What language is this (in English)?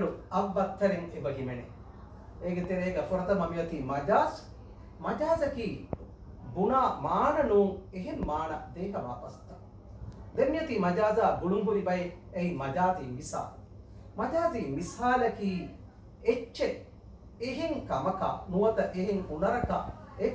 Divehi